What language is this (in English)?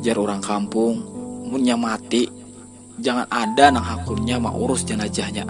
Banjar